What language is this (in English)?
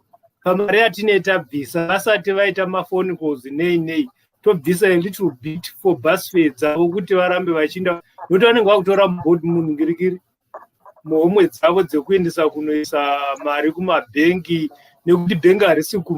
Shona